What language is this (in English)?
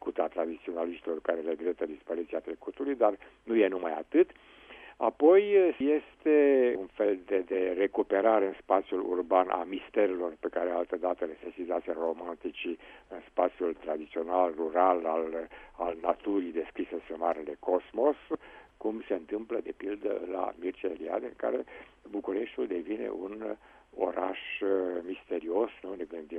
Romanian